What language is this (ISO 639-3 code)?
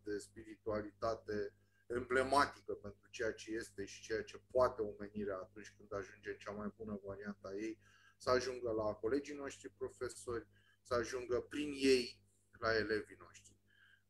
ron